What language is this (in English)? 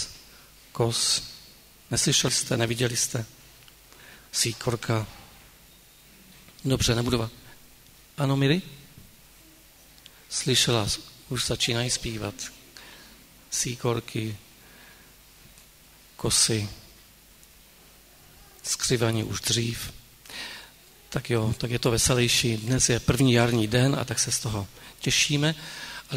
Czech